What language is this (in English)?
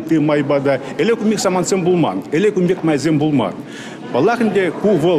Chuvash